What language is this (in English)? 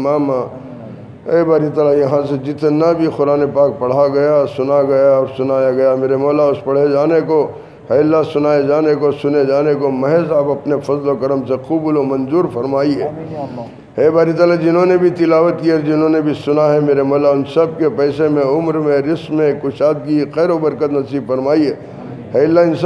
Urdu